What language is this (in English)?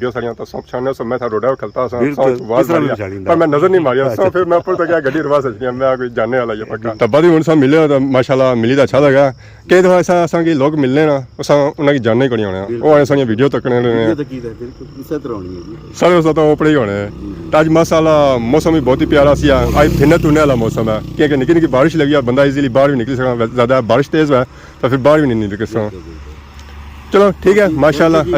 Pahari-Potwari